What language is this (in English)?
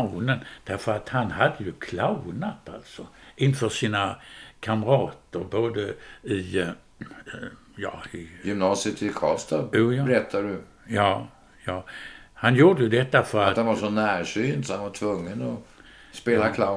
Swedish